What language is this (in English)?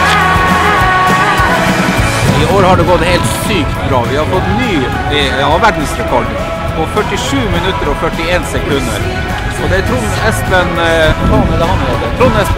Norwegian